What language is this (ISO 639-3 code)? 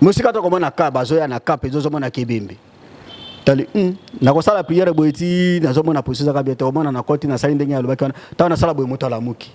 lin